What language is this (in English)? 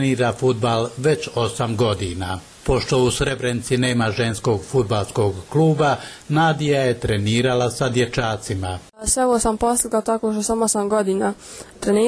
Bosnian